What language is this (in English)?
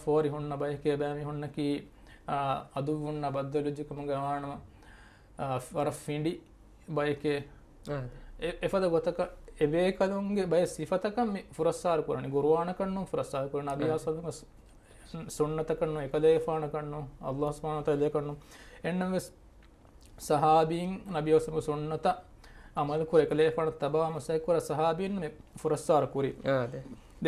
Divehi